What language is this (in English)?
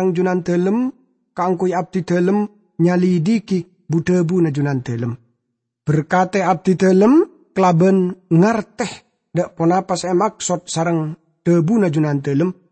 Madurese